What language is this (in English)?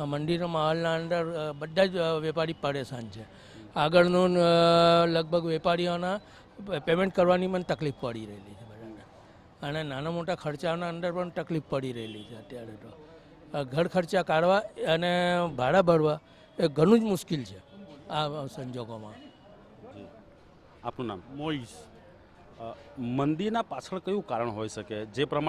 Gujarati